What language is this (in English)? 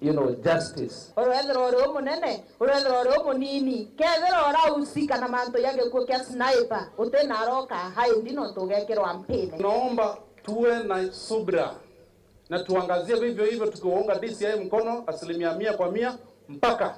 Meru